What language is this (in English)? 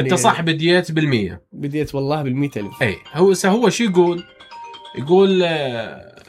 Mesopotamian Arabic